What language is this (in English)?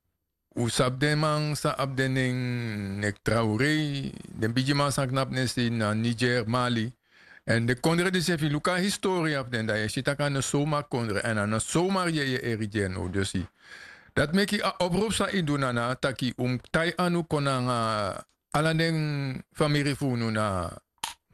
Sranan Tongo